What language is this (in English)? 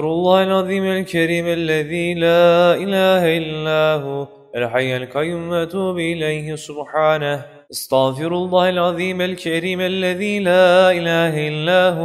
Arabic